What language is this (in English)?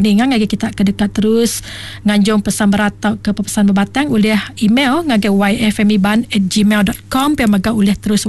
Iban